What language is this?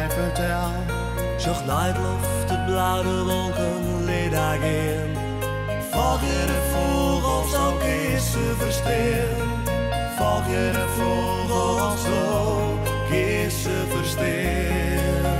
Western Frisian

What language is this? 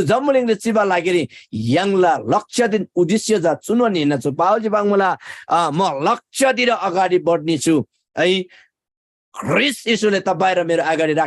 Eastern Tamang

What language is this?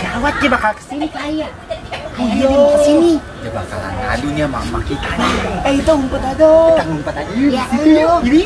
Betawi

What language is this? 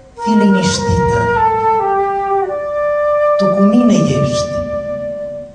Romanian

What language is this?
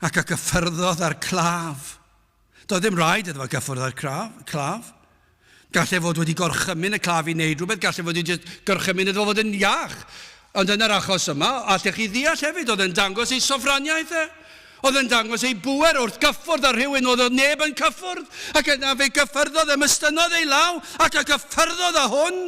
Welsh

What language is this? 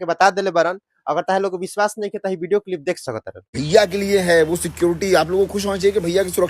Bhojpuri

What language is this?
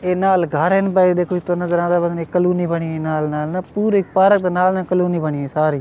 Saraiki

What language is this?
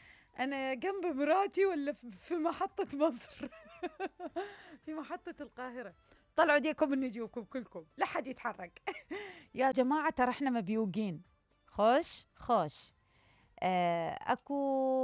Mesopotamian Arabic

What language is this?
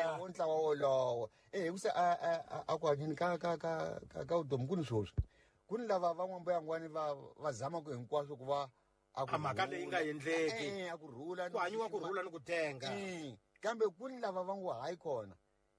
Tsonga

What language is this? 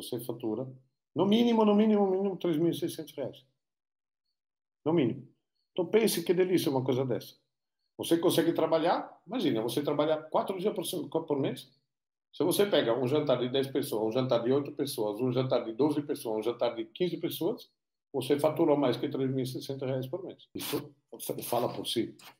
Portuguese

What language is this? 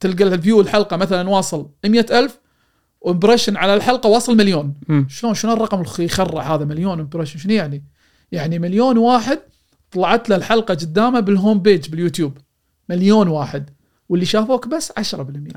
Gulf Arabic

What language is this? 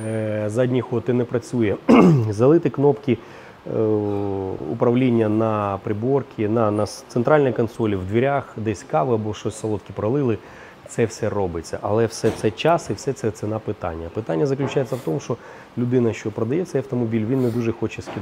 Ukrainian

